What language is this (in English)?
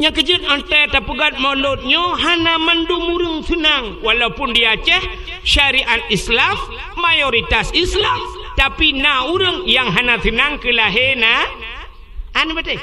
Achinese